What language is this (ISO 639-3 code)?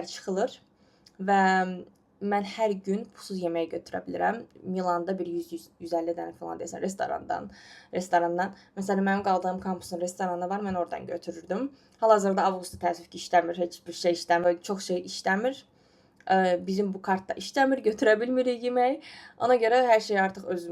aze